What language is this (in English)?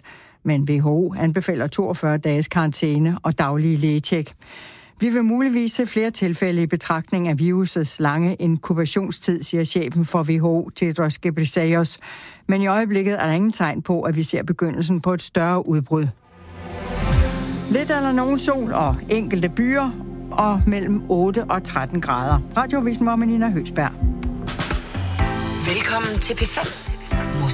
Danish